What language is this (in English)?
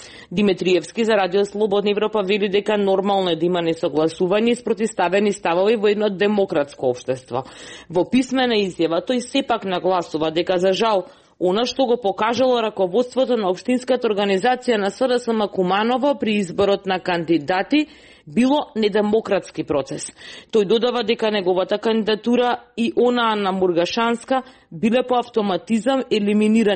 Macedonian